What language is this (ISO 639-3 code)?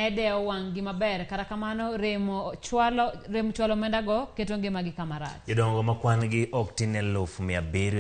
luo